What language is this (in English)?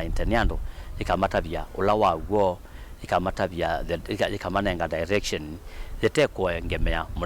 Kamba